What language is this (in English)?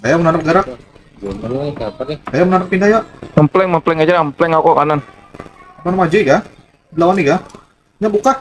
Banjar